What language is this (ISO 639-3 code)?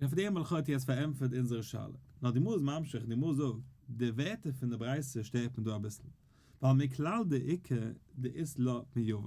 yid